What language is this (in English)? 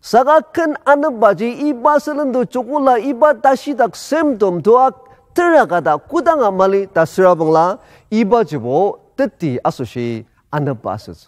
Ao Naga